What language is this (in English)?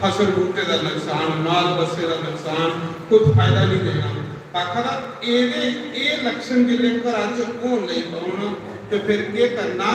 Dogri